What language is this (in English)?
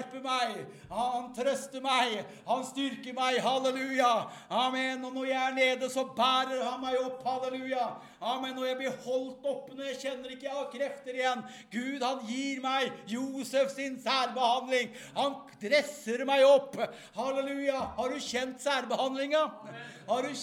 Norwegian